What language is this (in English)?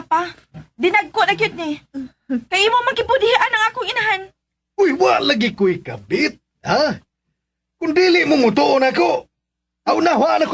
Cebuano